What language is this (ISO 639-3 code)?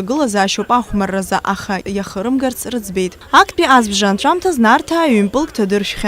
abk